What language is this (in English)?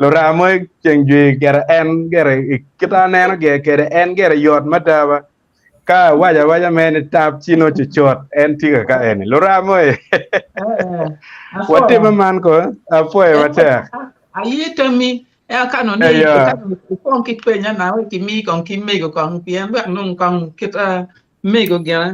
Acoli